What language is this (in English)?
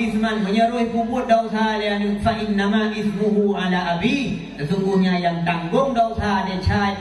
Achinese